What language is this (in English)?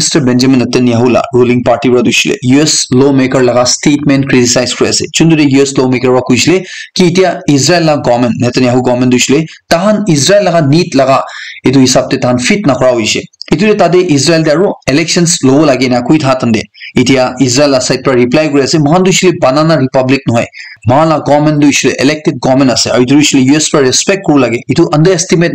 Naga Pidgin